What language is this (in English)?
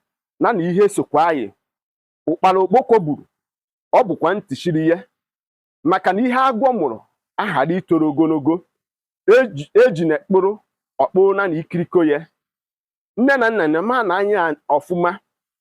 Igbo